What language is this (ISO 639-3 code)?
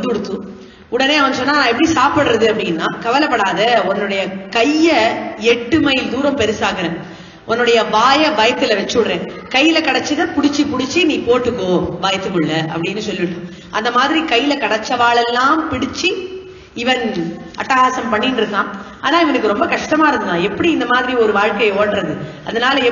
tam